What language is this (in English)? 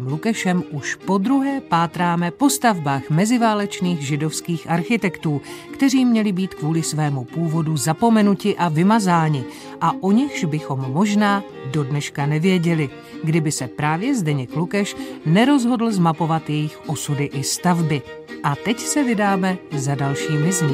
Czech